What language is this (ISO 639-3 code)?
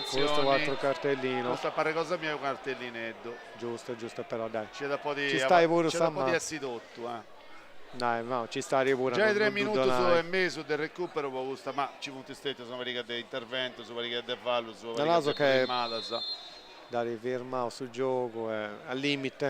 srd